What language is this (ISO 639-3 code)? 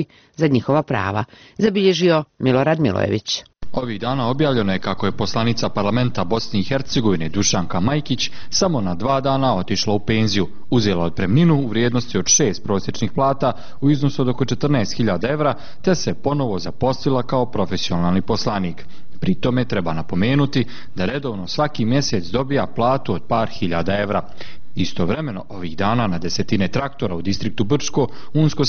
bos